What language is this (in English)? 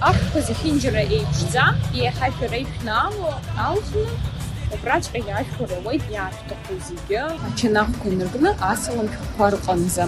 Abkhazian